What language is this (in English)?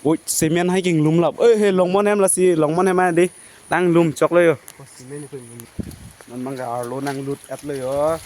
Karbi